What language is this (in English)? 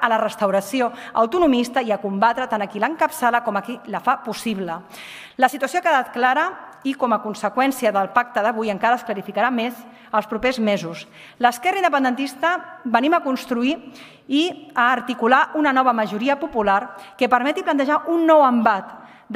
Catalan